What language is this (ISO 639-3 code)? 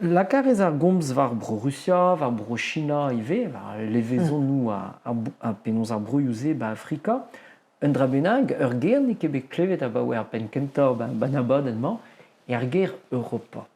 bre